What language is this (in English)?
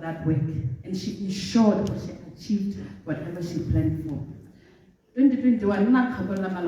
Tswana